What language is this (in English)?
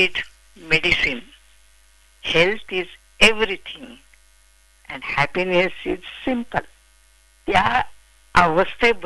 Marathi